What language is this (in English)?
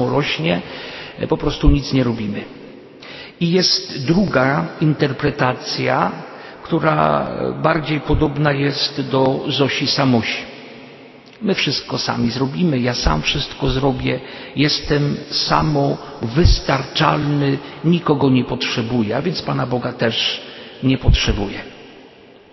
Polish